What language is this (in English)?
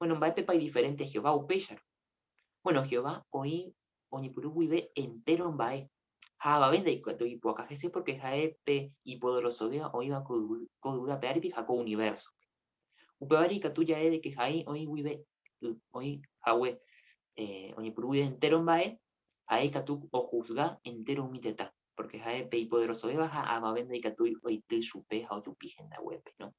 Guarani